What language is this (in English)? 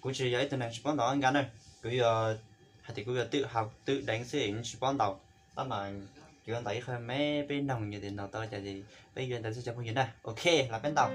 Hmong